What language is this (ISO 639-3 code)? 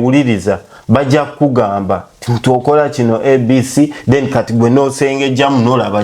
lug